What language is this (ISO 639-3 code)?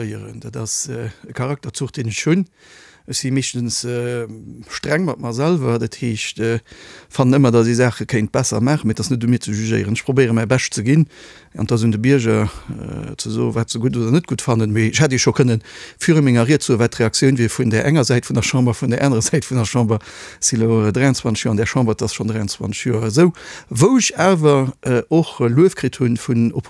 ltz